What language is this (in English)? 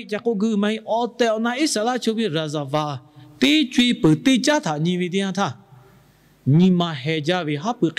Lahu